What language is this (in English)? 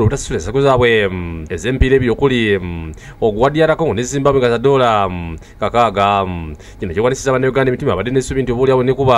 Ganda